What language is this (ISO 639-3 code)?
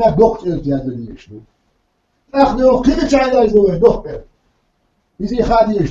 che